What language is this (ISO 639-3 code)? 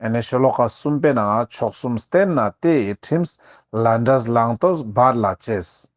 lbj